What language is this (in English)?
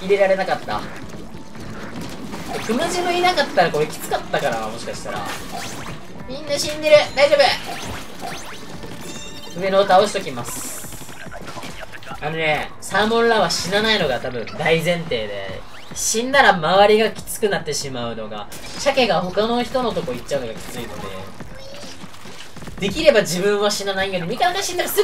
Japanese